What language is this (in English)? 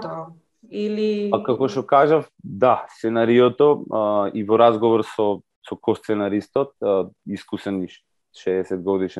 Macedonian